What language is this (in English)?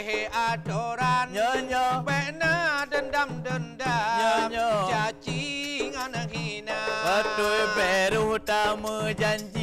Achinese